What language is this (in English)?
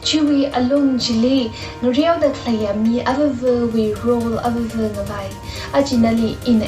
Tangkhul Naga (India)